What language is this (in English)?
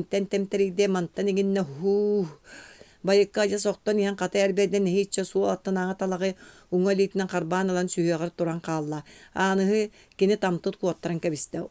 Yakut